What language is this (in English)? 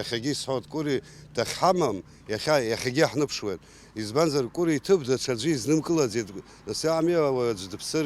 Abkhazian